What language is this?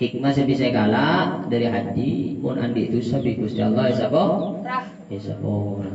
Madurese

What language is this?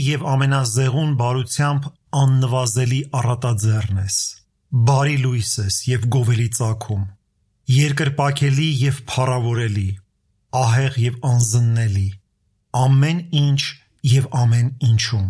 Armenian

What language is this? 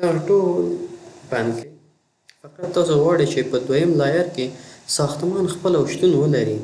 Pashto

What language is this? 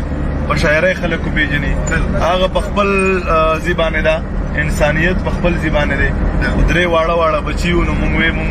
Pashto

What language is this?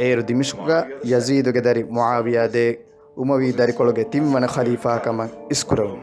Divehi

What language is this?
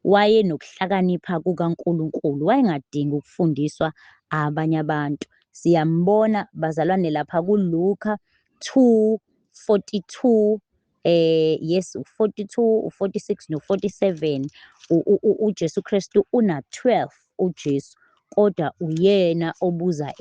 Zulu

